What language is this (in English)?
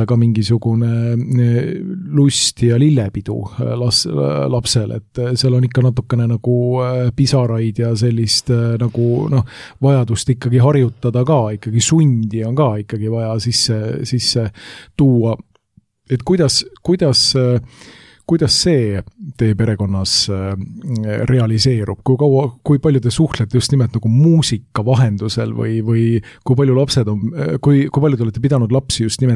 Estonian